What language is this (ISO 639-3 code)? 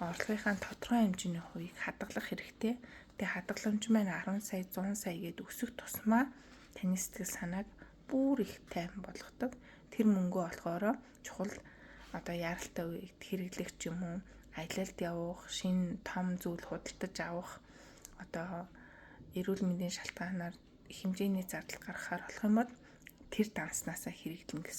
mon